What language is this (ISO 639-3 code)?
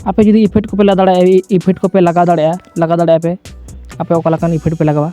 sat